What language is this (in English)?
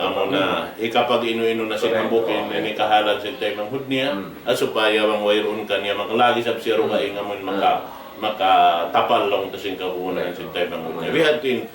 Tausug